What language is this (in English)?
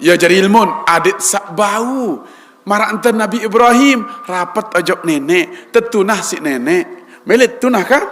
Sasak